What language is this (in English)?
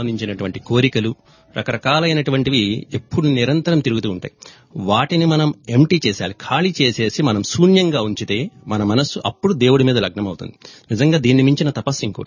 Telugu